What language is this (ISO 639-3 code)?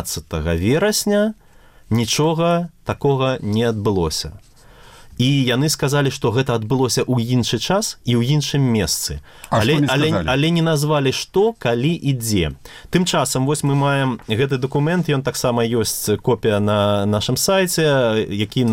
bel